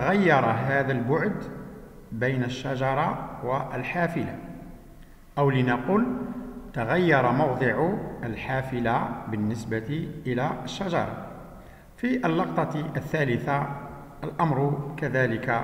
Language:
Algerian Arabic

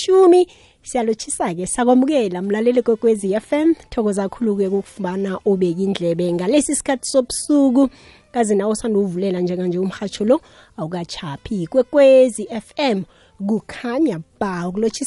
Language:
South Ndebele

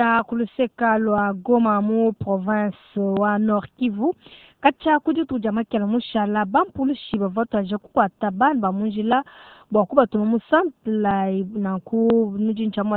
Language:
Luba-Lulua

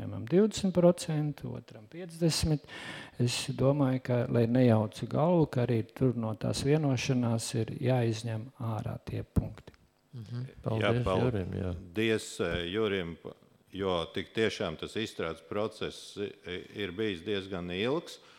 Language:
Latvian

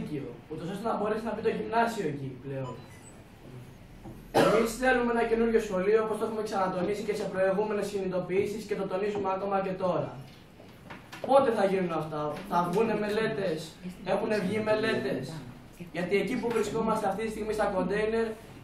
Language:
Greek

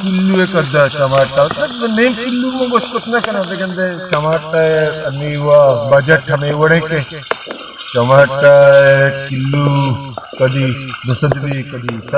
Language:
Baluchi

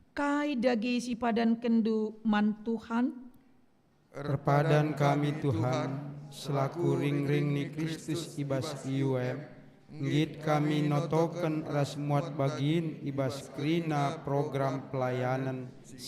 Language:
Batak Karo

